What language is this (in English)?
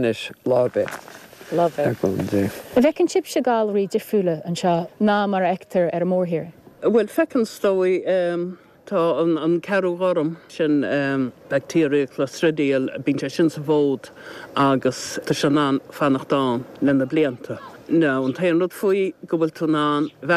Irish